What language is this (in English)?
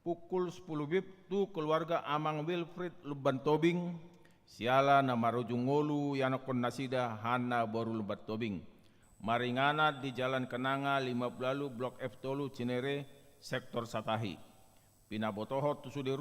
Batak Toba